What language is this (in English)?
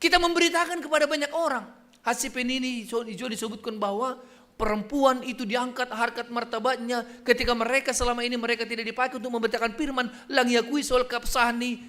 Batak Simalungun